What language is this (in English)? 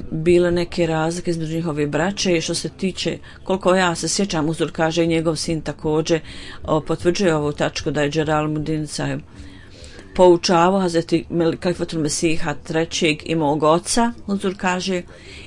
Bosnian